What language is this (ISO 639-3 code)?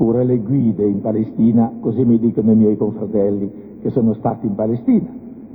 ita